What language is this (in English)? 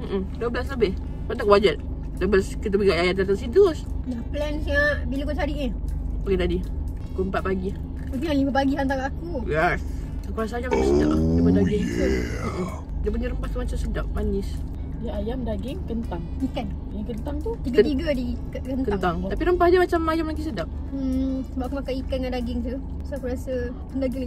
Malay